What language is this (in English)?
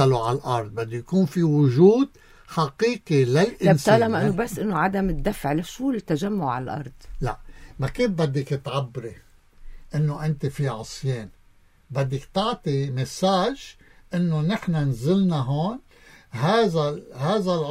North Levantine Arabic